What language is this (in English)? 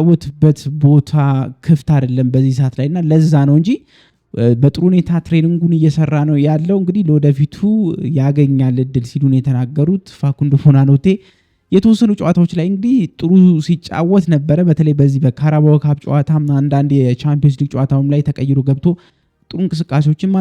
Amharic